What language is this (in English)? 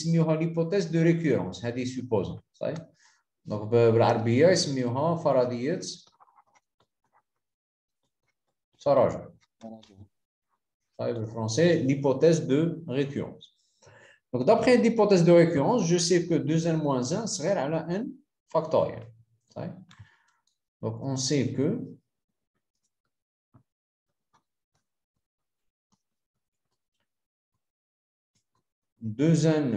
French